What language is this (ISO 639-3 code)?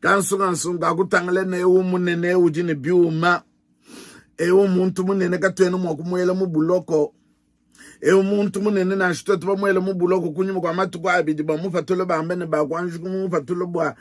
lua